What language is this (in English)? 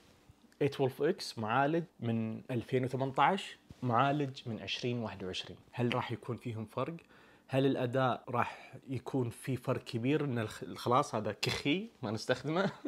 Najdi Arabic